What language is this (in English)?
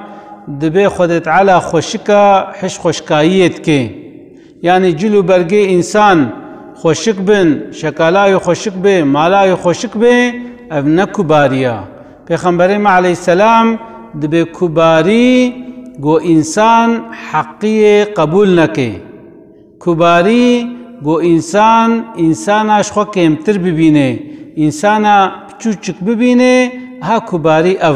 Kurdish